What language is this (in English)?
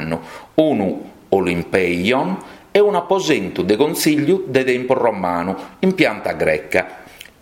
Sardinian